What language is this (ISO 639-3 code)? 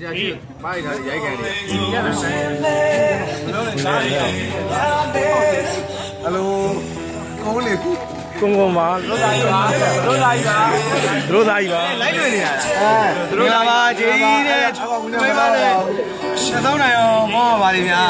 mya